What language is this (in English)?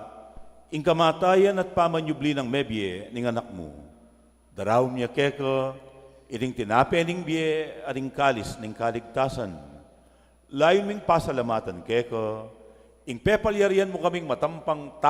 Pampanga